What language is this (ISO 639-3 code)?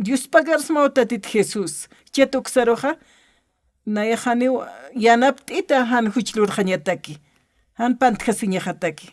aym